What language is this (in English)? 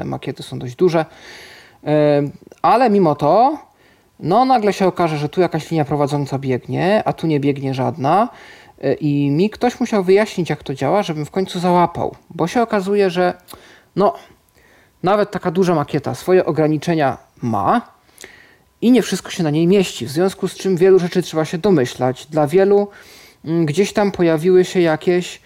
Polish